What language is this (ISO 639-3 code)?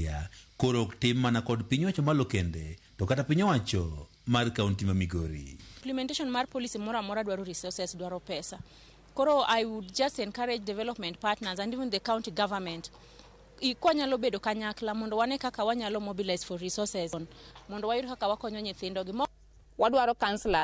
luo